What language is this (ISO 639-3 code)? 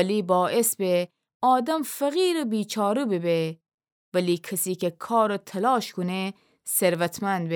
glk